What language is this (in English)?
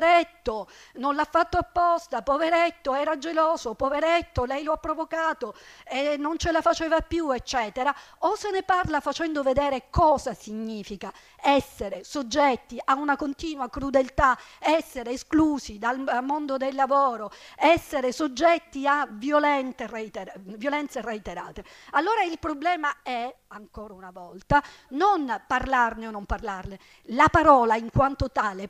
Italian